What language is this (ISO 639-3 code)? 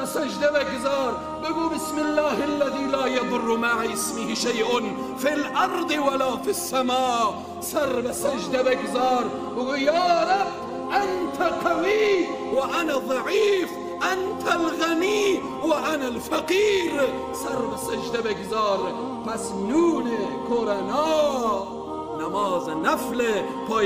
fas